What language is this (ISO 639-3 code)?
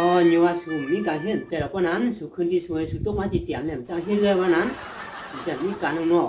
shn